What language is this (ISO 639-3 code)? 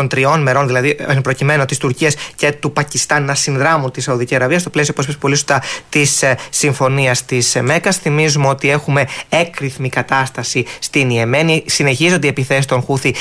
ell